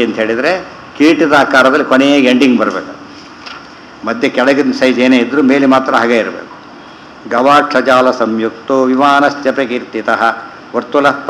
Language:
Kannada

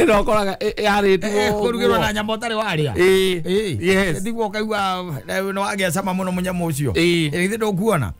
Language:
Kikuyu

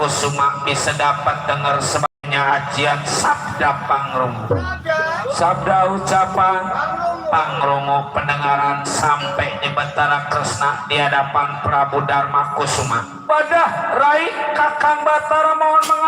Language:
Betawi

